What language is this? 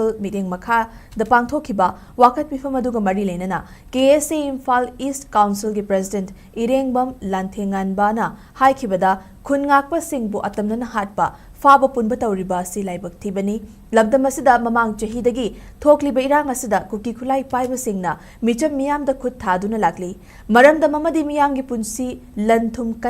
Manipuri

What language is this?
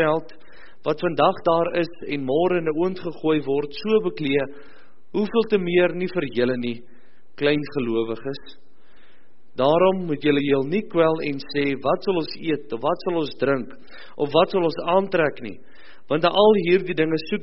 Afrikaans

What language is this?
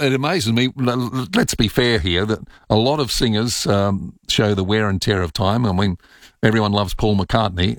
English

